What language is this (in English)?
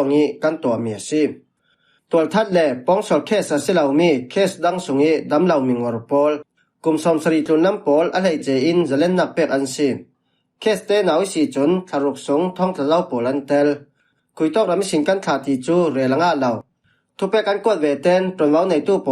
Falam Chin